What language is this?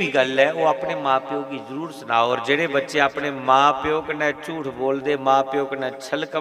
Dogri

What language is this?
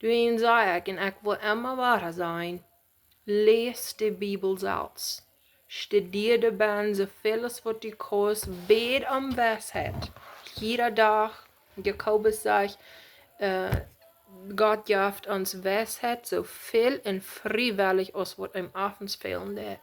Plautdietsch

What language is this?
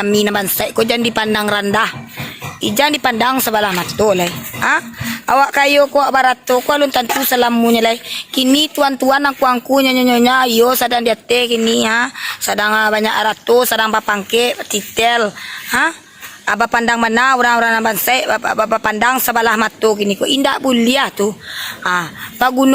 Minangkabau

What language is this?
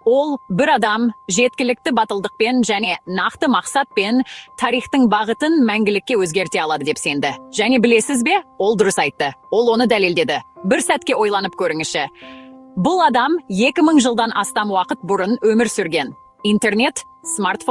Kazakh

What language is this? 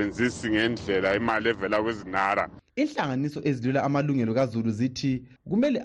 North Ndebele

